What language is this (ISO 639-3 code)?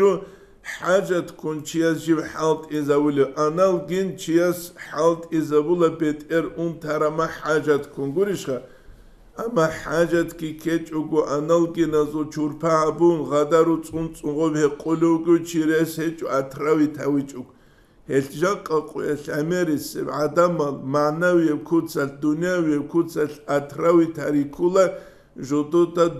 ava